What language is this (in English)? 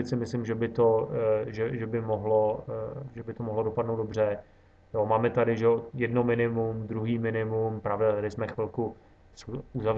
Czech